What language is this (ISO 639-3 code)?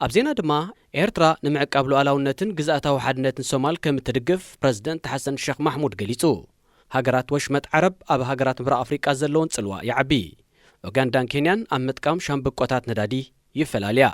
tir